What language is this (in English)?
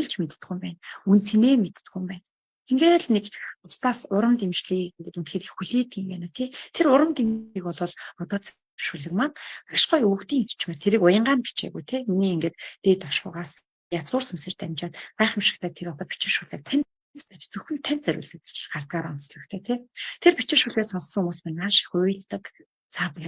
Mongolian